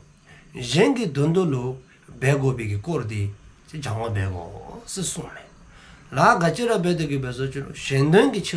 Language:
Dzongkha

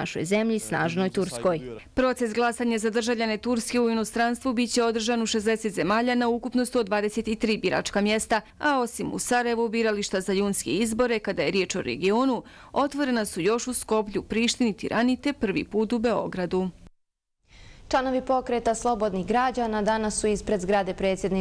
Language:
Bosnian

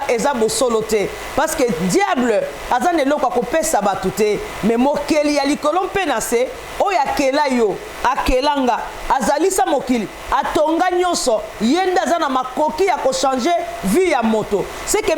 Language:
Lingala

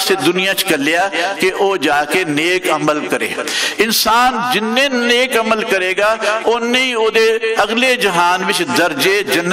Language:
Western Panjabi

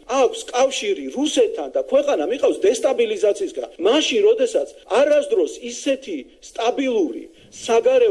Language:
Georgian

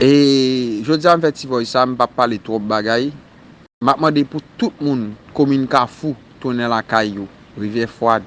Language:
Haitian Creole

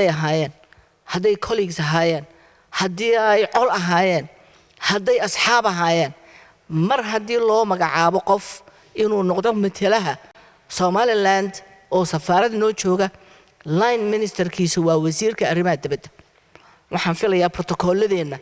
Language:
Somali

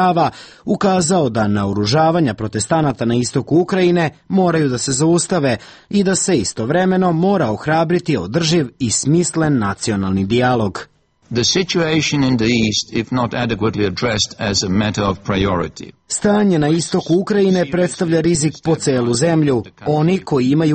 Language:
Serbian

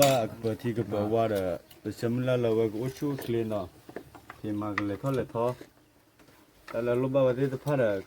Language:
S'gaw Karen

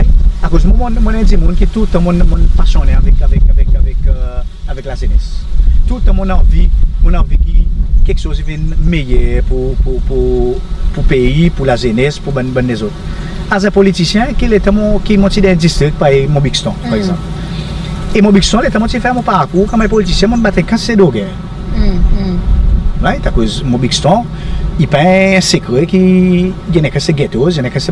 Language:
Seselwa Creole French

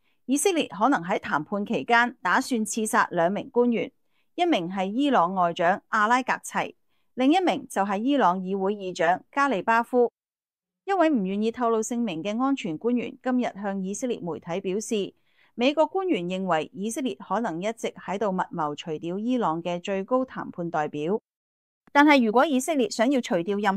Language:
Cantonese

